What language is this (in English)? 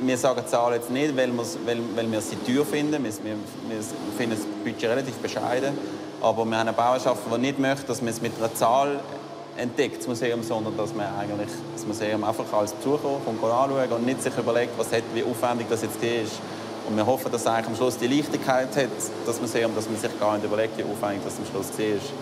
Romansh